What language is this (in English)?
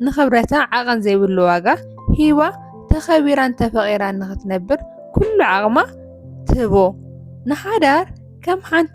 Tigrinya